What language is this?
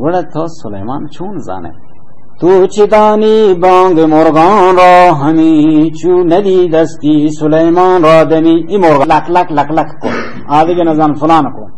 Baluchi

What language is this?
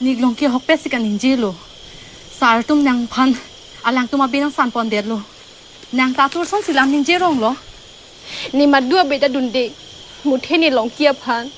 Karbi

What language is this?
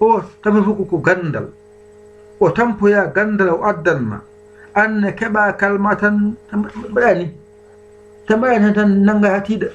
Fula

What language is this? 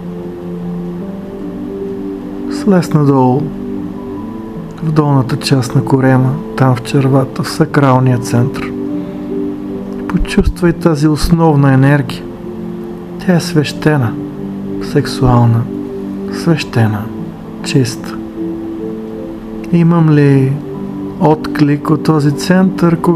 Bulgarian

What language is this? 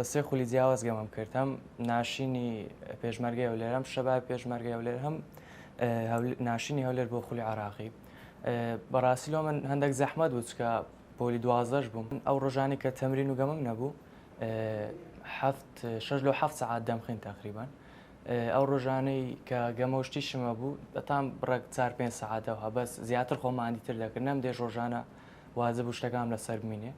Central Kurdish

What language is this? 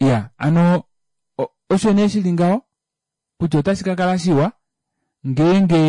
Kuanyama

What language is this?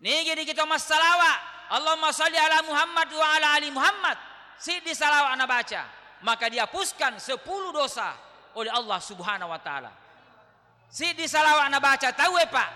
Buginese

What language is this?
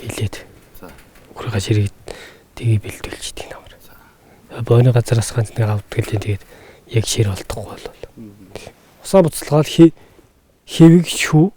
Mongolian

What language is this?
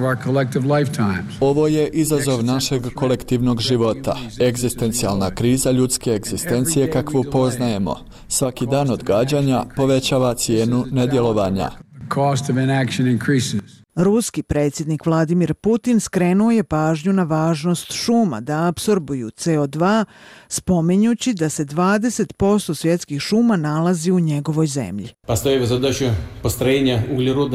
Bosnian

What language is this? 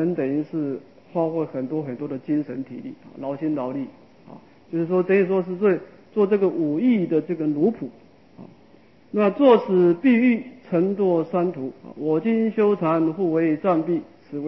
Chinese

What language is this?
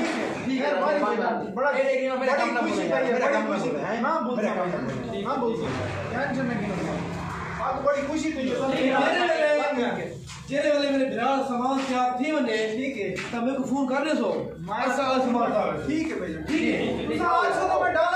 Saraiki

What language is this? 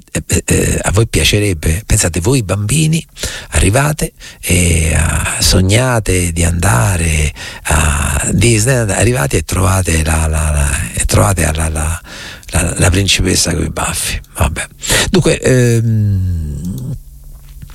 Italian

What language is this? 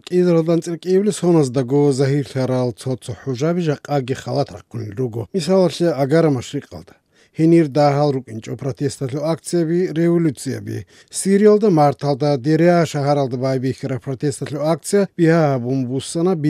Avaric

